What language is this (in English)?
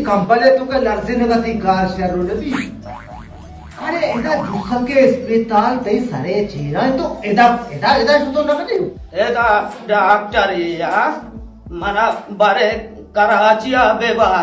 Baluchi